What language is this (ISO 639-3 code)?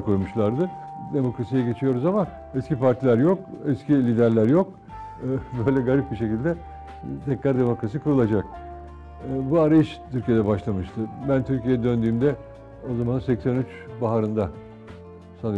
tur